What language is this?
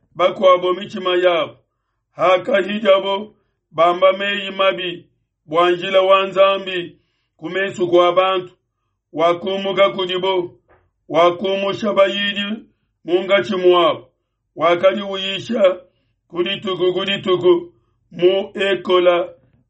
Luba-Lulua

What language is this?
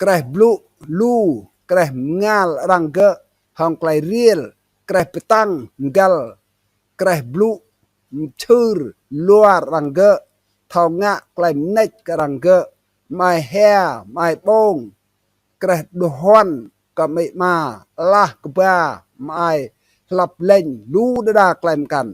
Rade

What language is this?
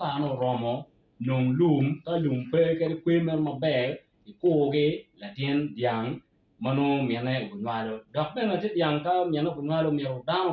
Acoli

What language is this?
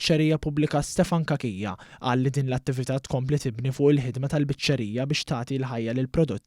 Maltese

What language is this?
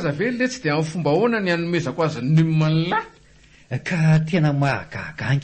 Malagasy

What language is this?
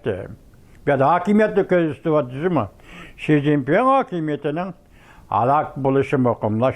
Uyghur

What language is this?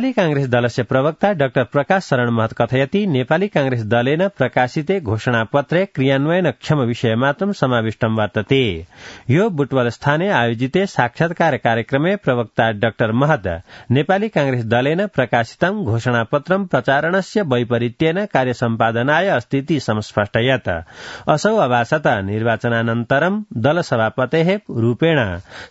Sanskrit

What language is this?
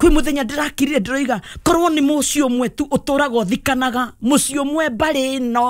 Kikuyu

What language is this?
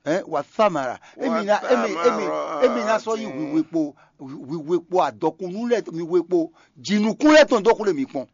Fon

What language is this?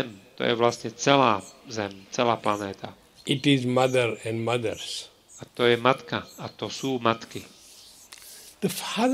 Slovak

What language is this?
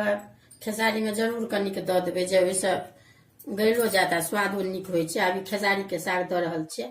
Maithili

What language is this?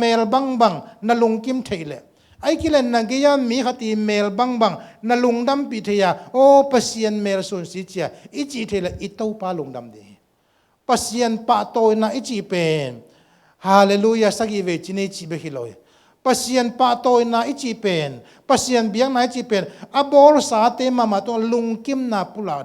Tedim Chin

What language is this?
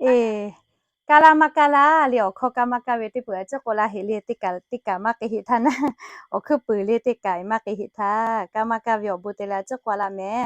Lahu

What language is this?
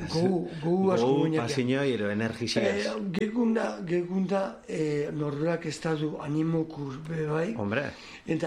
Basque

